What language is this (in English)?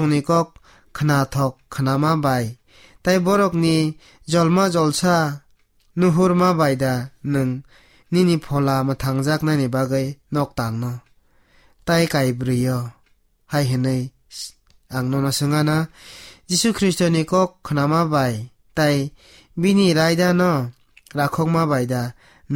Kok Borok